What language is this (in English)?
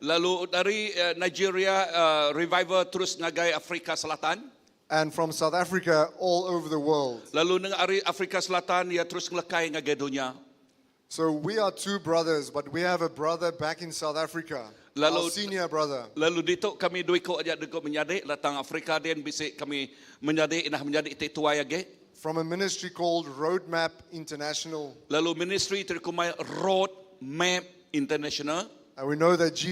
Iban